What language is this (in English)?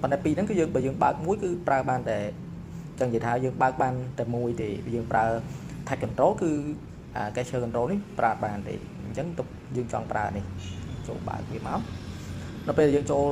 Khmer